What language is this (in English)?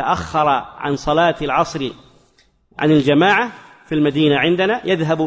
Arabic